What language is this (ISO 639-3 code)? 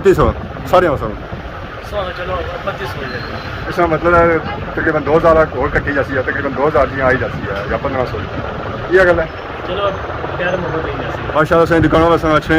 phr